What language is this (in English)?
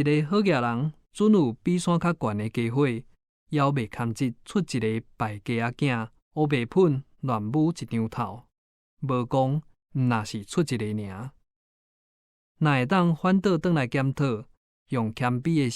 Min Nan Chinese